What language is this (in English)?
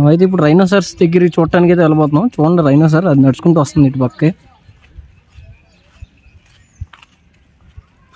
Telugu